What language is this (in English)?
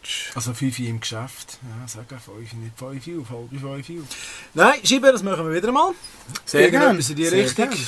Swiss German